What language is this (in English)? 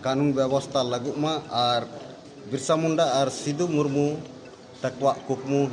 Santali